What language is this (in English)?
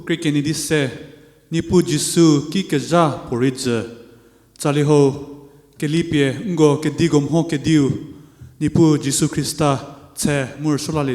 Angami Naga